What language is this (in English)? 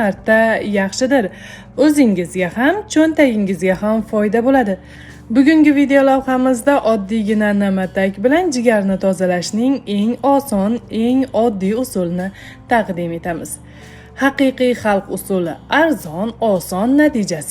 Uzbek